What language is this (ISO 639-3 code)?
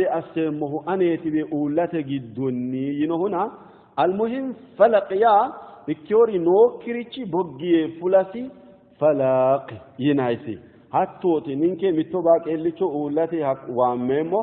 sid